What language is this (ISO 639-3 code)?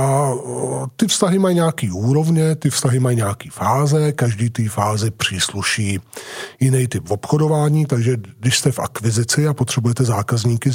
ces